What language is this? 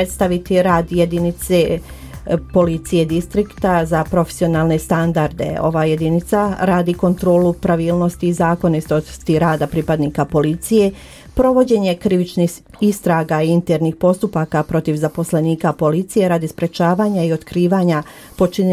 Bosnian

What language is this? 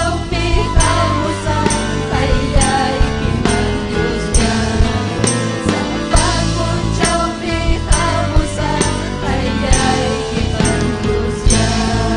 Ayacucho Quechua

